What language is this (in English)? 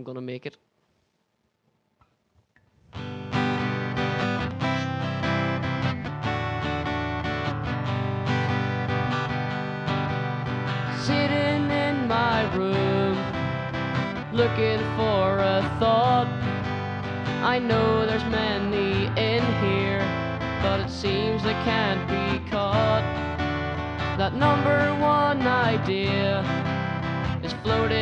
English